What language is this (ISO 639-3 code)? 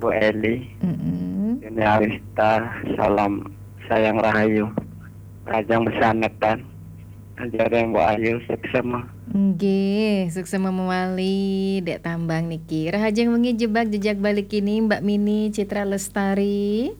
ban